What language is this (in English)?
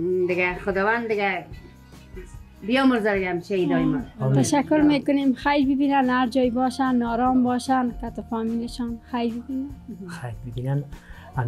Persian